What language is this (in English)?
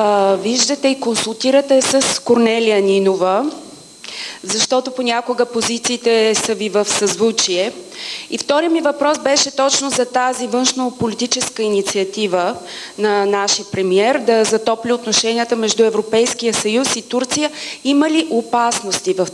Bulgarian